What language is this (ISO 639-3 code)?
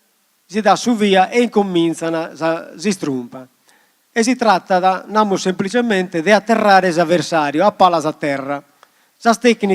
srd